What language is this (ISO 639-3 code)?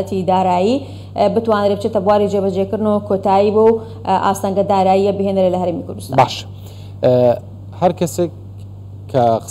ckb